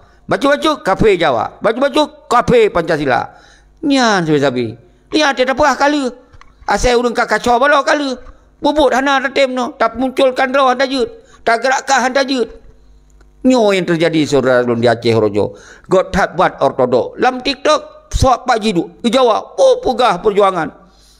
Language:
Achinese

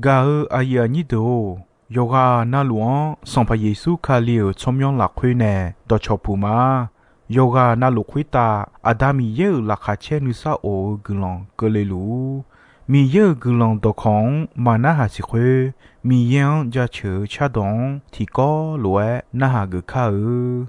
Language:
Akha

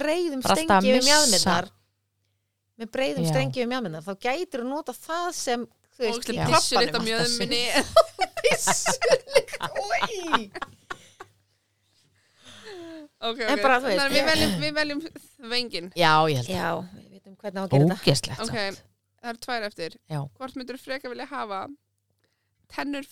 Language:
Icelandic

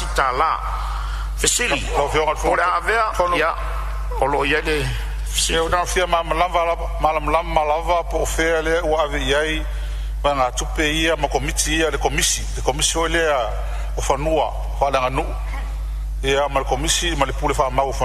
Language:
Samoan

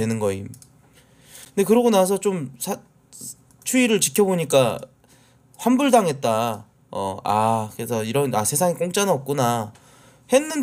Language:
Korean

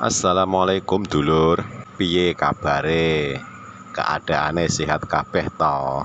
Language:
Javanese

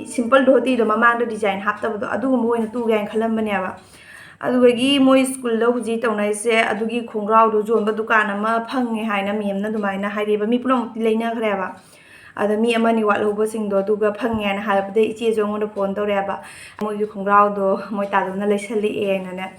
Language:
Manipuri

